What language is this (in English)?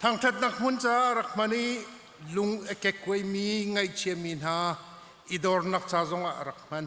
Hakha Chin